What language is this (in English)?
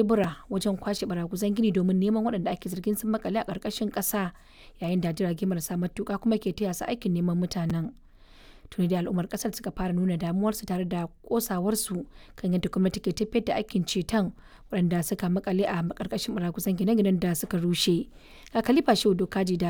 Hausa